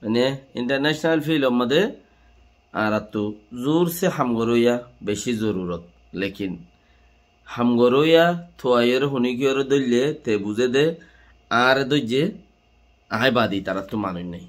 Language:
Rohingya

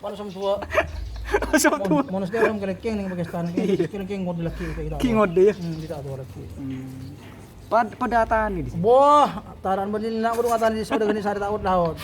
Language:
Madurese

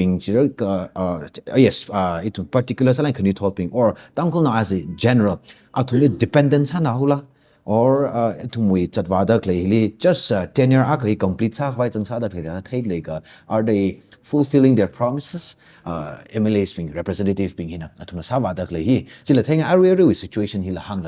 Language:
Tangkhul Naga (India)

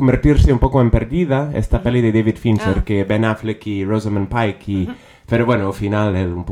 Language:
Galician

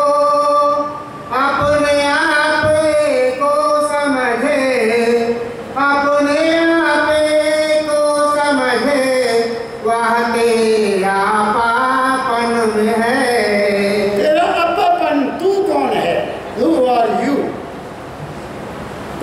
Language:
Hindi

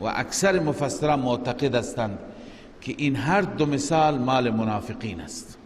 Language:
Persian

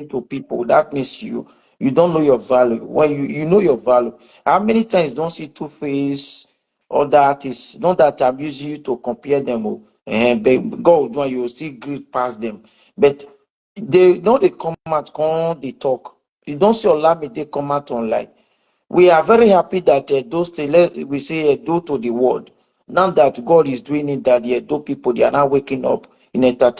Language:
Nigerian Pidgin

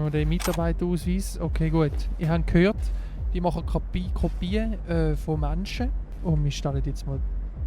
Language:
Swiss German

